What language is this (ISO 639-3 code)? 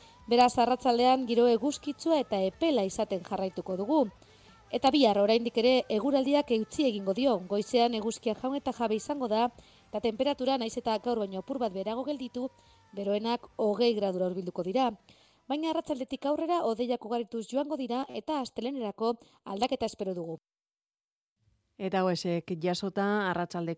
eus